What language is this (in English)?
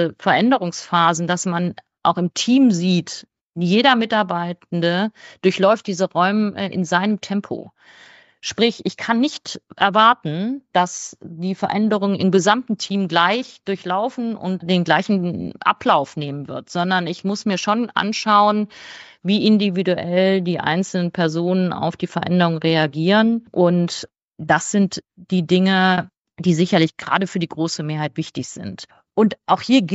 German